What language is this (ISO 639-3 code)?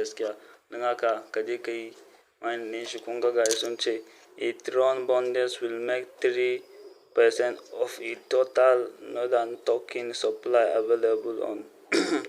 hau